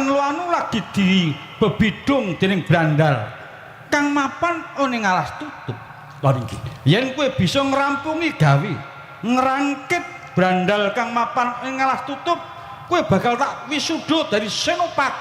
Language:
Javanese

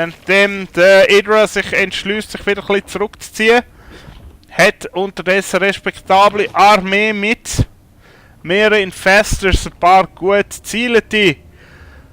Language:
Swiss German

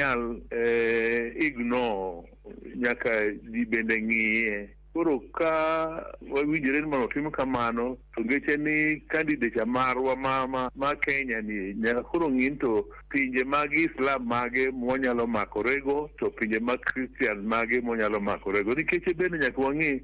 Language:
Luo (Kenya and Tanzania)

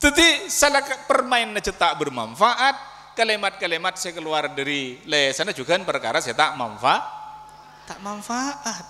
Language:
Madurese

